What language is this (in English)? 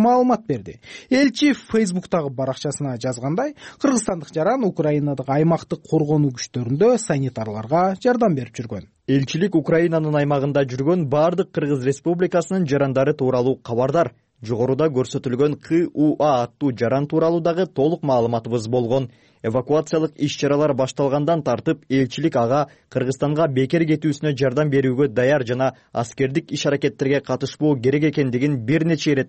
Kyrgyz